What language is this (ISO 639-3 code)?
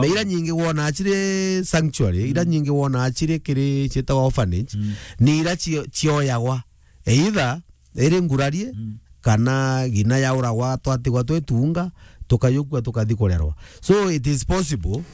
mer